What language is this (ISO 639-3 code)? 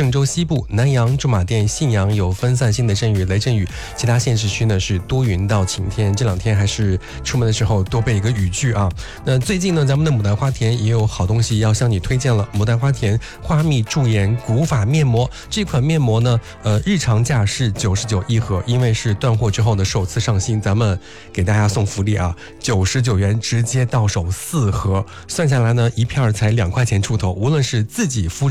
zho